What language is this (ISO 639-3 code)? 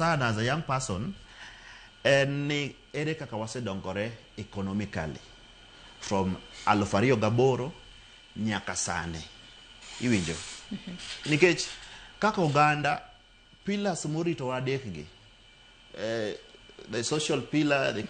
luo